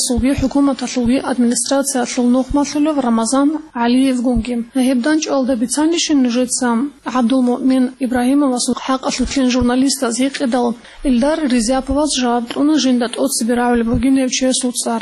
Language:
Avaric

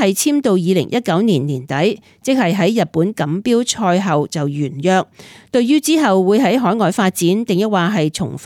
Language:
Cantonese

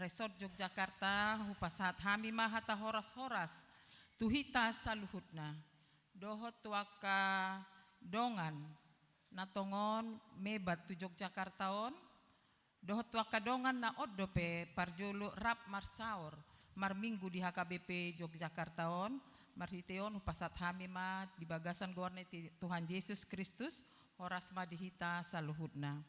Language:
Batak Toba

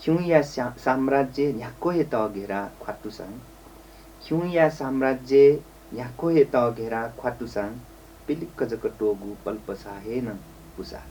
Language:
Newari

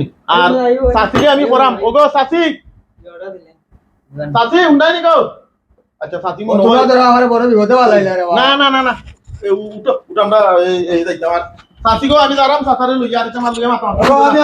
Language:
Sylheti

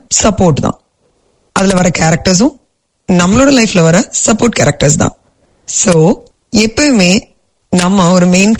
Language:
Tamil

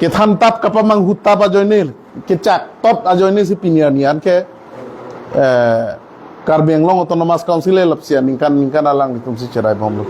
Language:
Karbi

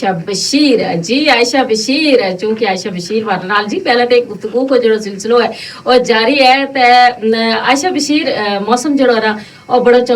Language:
Gujari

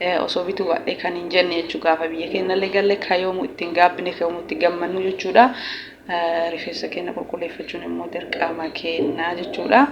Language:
Oromo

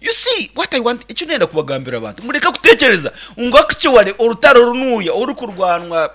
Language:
Nyankole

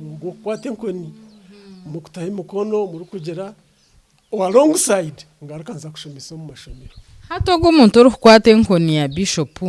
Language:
Nyankole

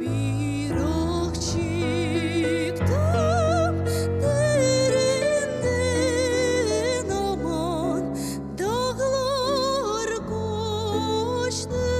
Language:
Crimean Tatar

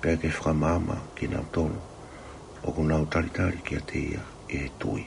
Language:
Tongan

